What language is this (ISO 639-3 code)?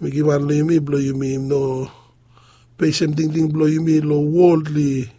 bis